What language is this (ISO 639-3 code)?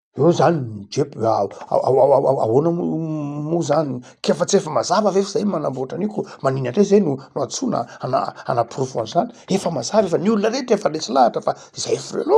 mlg